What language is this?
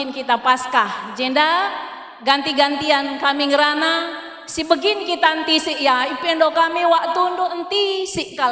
Batak Karo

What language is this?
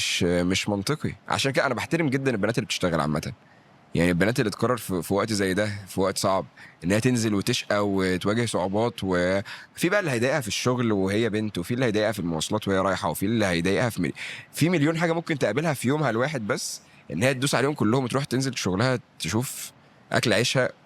Egyptian Arabic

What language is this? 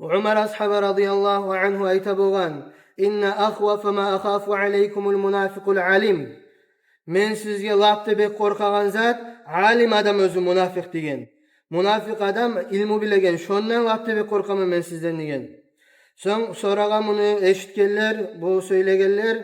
Kumyk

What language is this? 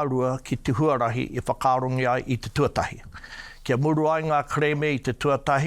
Māori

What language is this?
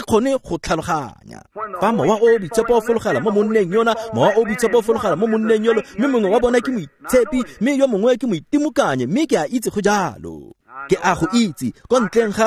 Tswana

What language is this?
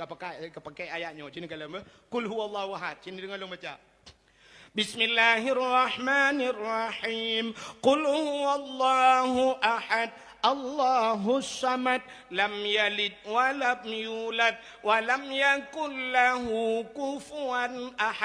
Achinese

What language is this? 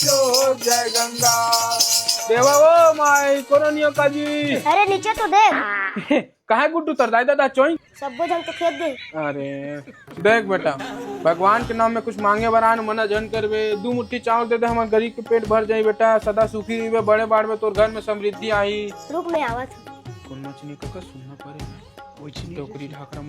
Chhattisgarhi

